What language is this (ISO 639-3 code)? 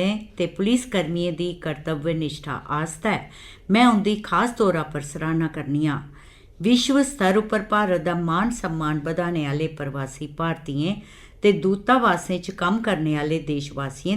doi